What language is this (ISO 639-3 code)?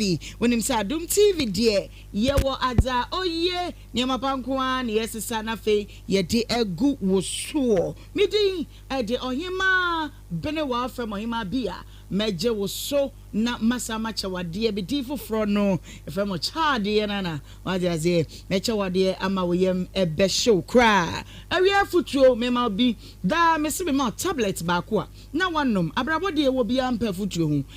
aka